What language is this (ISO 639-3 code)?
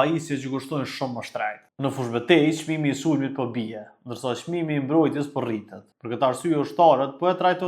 sqi